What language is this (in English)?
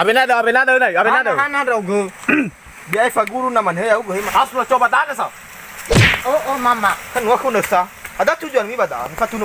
Nias